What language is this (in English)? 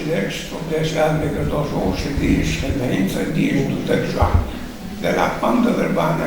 Chechen